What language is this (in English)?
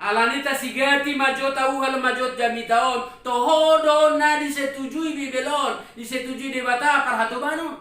Batak Toba